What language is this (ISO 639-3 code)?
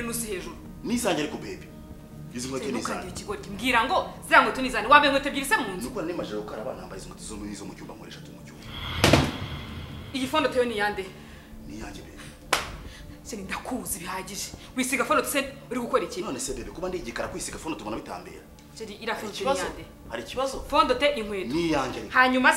kin